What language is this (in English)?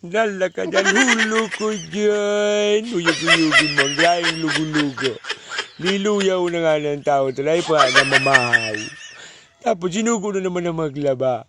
Bikol